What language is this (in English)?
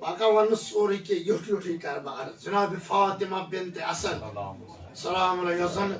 Kashmiri